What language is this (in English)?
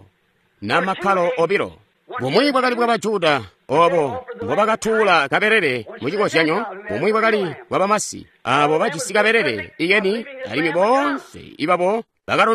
Tonga (Zambia)